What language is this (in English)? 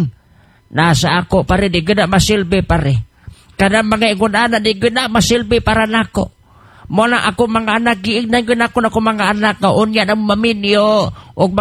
Cebuano